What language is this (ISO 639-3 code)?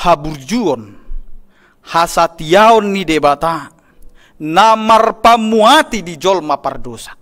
bbc